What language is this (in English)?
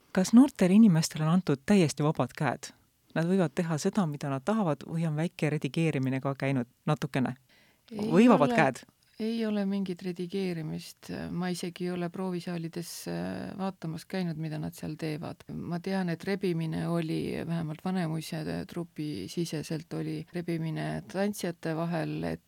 Estonian